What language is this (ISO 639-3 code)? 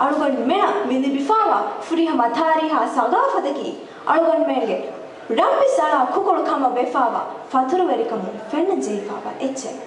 div